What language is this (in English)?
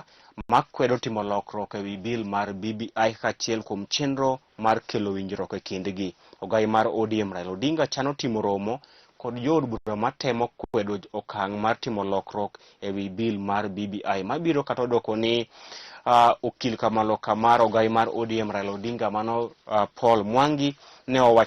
Luo (Kenya and Tanzania)